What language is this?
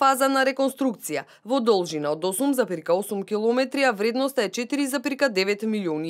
Macedonian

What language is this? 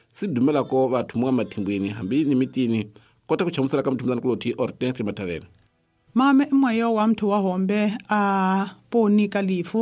Tsonga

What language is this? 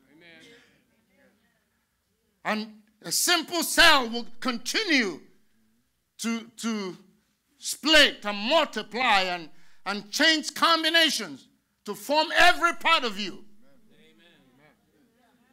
English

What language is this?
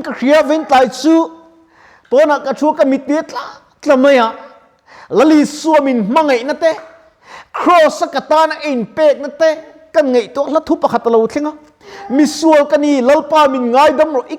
Mizo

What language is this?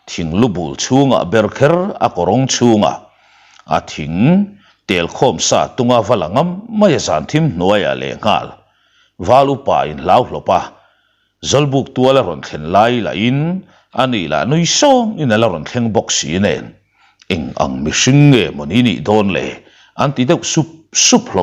Mizo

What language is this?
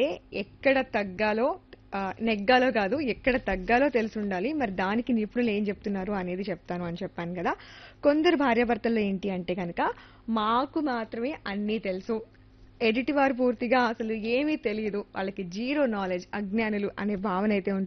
Telugu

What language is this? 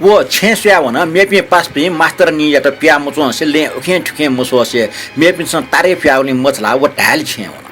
Newari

